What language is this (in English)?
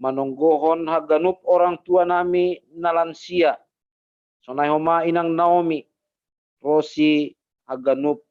Batak Simalungun